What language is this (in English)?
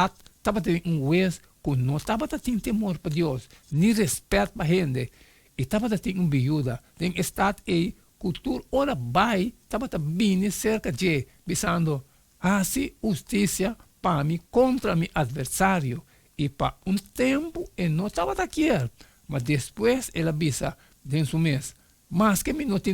Papiamento